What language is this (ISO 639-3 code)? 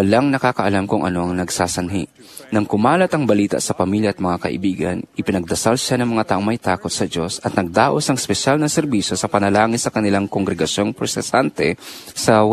fil